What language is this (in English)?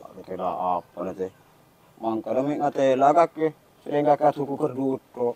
Madurese